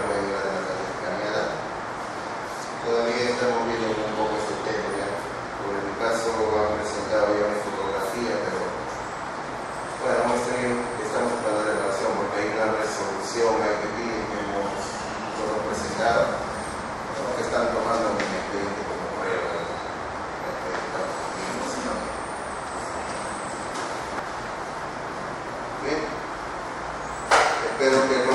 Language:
Spanish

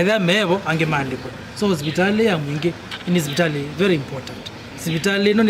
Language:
Kamba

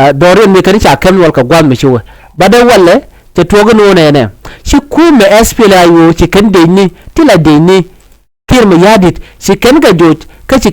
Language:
Nuer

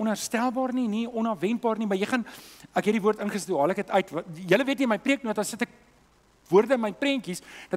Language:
Afrikaans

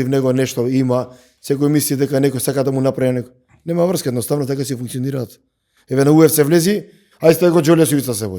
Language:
Macedonian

